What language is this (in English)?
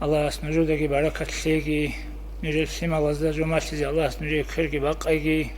Avaric